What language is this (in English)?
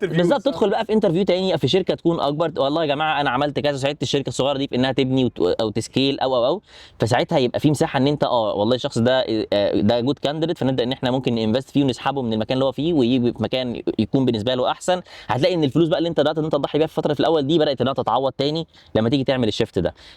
Egyptian Arabic